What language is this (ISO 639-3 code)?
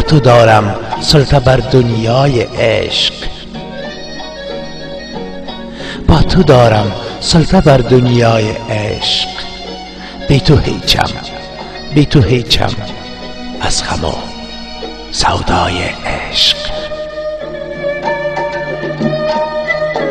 fas